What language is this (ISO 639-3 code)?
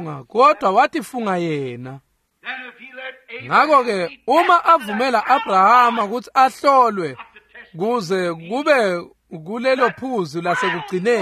ssw